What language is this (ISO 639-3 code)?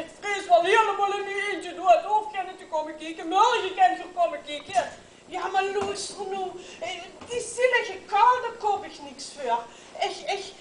lim